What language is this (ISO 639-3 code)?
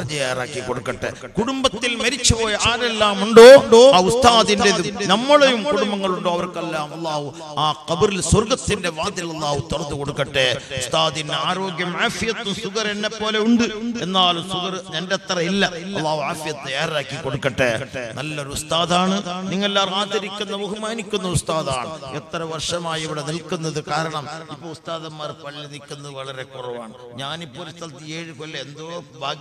mal